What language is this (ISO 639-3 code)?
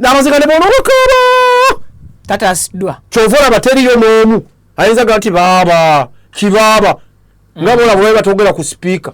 lug